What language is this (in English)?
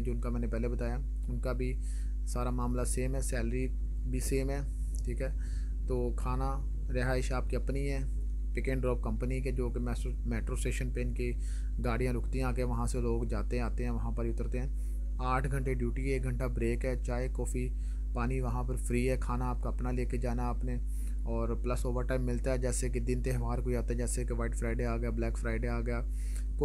Hindi